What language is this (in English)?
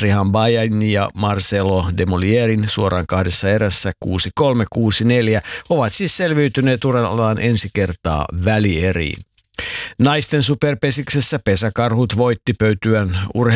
Finnish